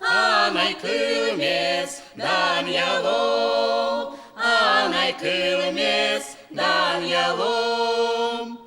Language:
Udmurt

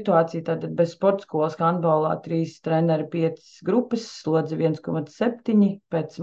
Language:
Latvian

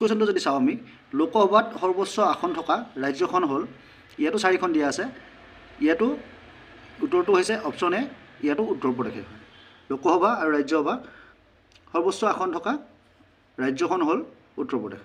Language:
Assamese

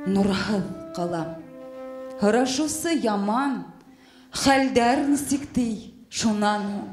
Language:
Bashkir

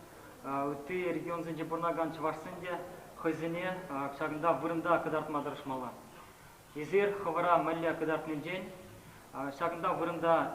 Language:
Chuvash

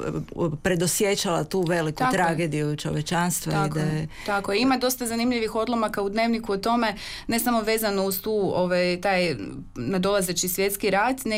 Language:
Croatian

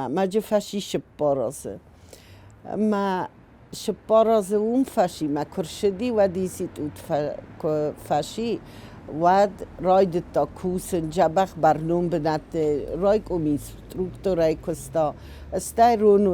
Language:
Ossetic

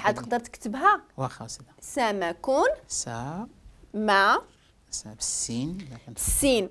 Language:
Moroccan Arabic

